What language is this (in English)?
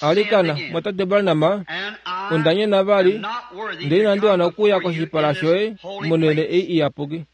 Kuanyama